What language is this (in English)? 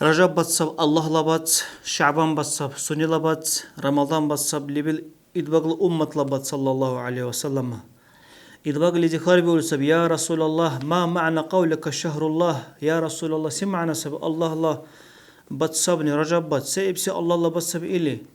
Dargwa